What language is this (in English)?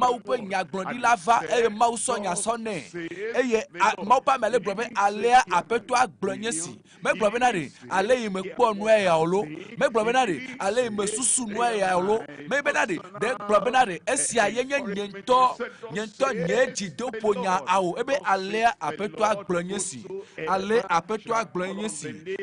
Ewe